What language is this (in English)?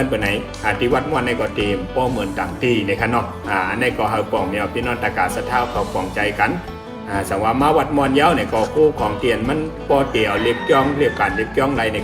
Shan